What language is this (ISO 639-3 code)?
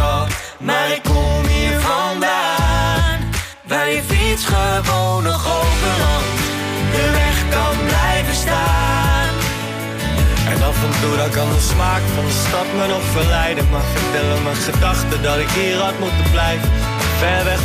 nld